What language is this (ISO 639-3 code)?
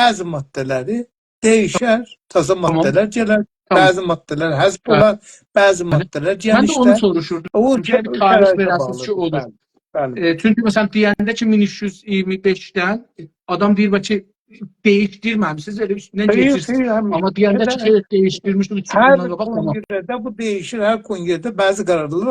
azb